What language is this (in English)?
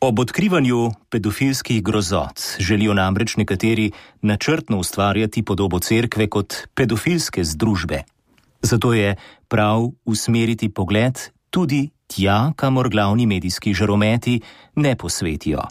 Slovenian